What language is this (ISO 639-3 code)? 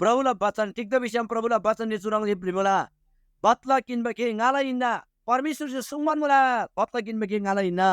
taj